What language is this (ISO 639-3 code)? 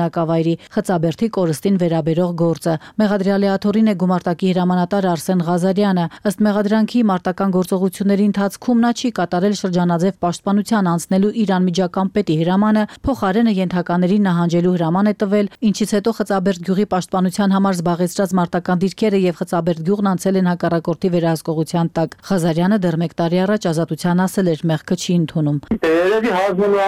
hye